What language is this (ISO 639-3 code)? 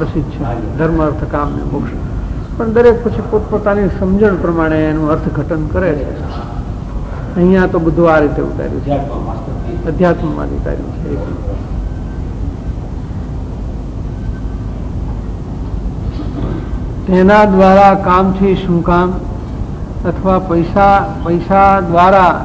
guj